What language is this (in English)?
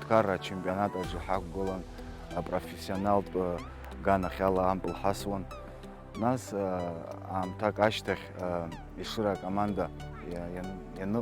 Abkhazian